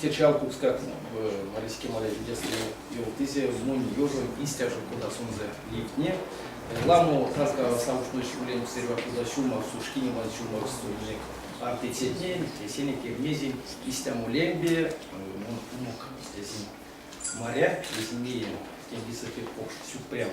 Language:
Erzya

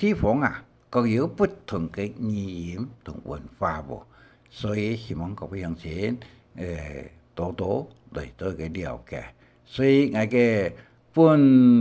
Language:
Hakka Chinese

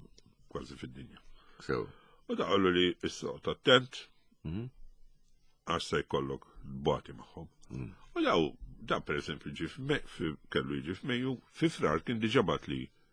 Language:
Maltese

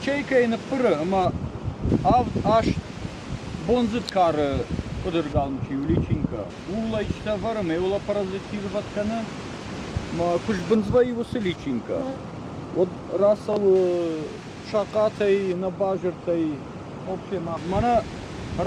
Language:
Ossetic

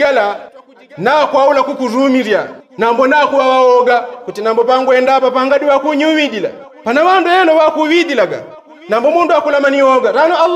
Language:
Yao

